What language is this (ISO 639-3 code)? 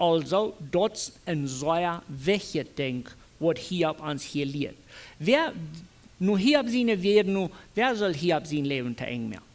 pdt